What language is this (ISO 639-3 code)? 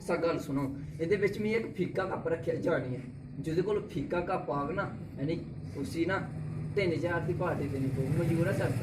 doi